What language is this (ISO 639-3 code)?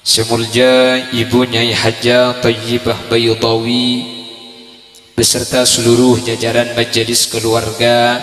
mad